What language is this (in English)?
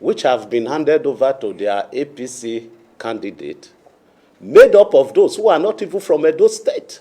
Nigerian Pidgin